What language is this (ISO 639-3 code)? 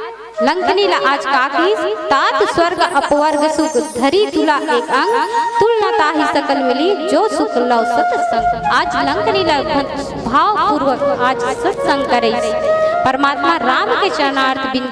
hne